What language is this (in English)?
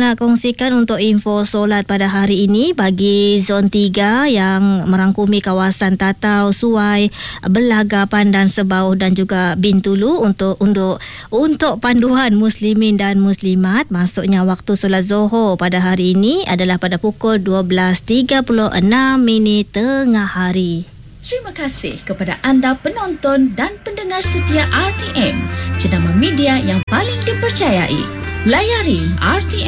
Malay